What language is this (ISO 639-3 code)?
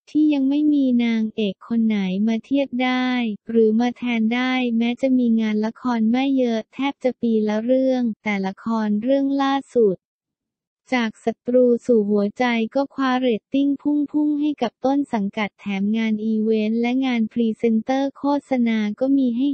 tha